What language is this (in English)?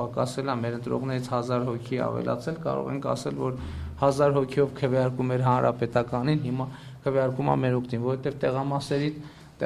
Armenian